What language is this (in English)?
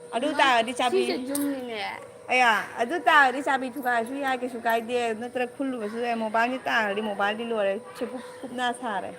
Manipuri